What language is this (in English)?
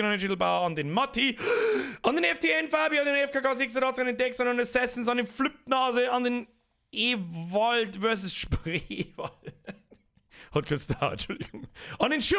Bavarian